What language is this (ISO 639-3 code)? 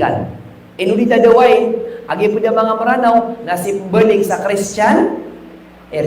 mrw